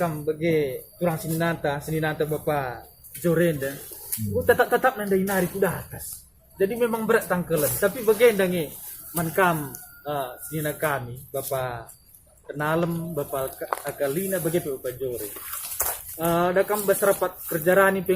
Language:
Batak Karo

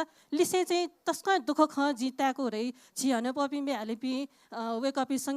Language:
Newari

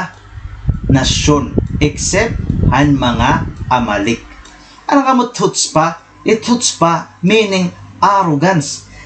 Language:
Waray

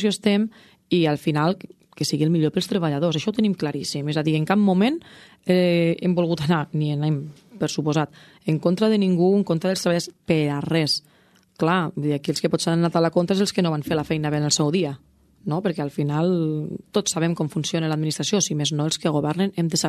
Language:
Catalan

